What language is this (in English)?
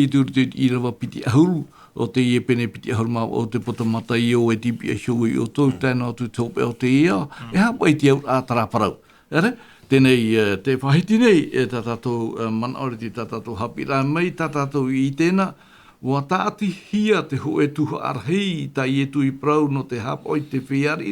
Tahitian